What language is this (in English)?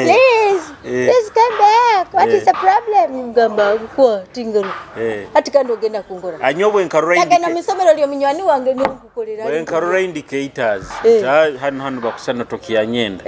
Nyoro